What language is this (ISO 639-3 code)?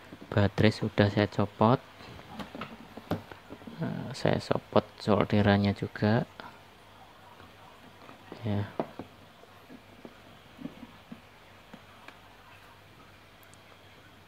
ind